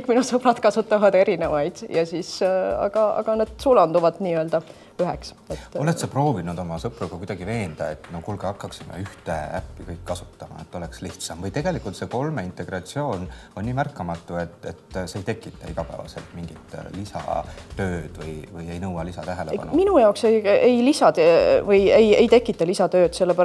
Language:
Estonian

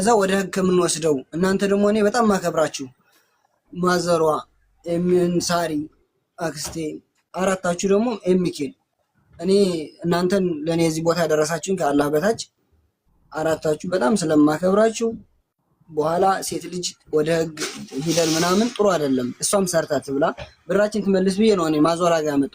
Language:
Amharic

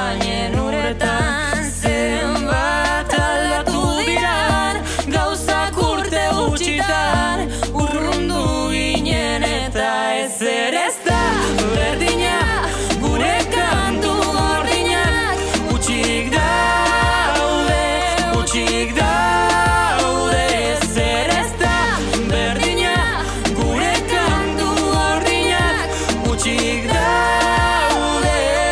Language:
Basque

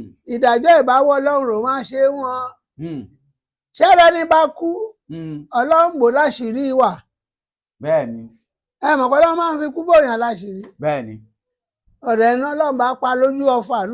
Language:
Yoruba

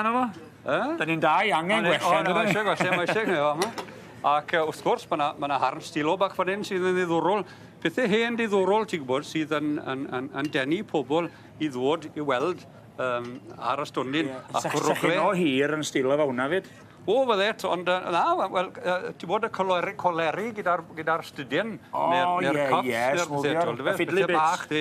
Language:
Welsh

